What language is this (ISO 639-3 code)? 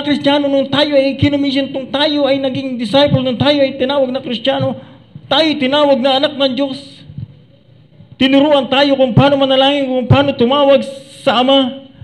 fil